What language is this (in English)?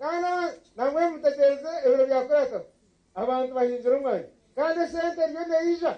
Nyankole